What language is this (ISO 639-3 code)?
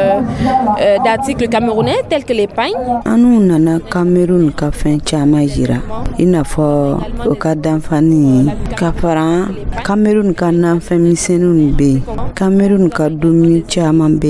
dyu